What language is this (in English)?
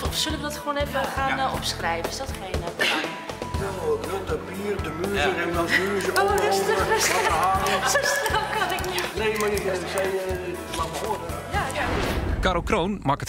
Western Frisian